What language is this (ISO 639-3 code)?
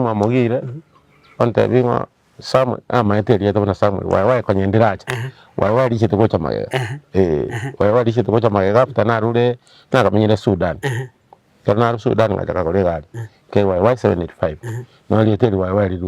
guz